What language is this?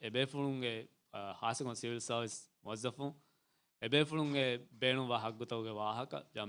Divehi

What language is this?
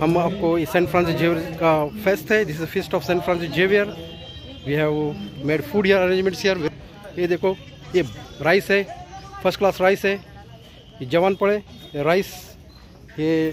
Konkani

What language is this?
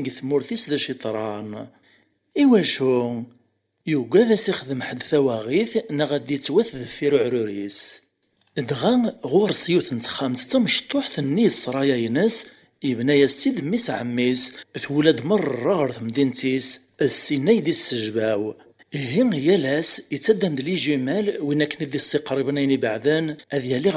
Kabyle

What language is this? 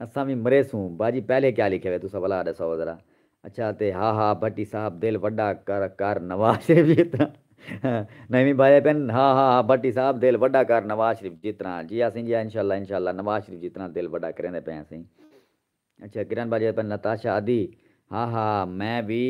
Saraiki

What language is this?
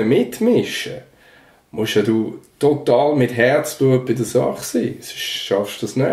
Swiss German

